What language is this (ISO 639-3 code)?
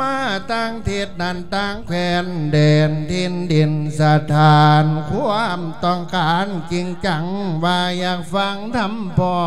lao